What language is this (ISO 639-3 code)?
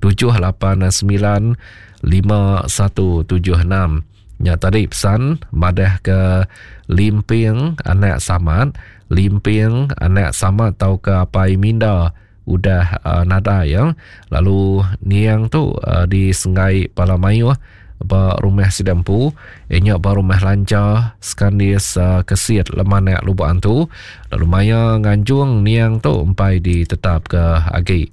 iba